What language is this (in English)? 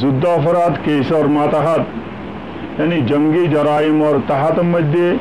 Rohingya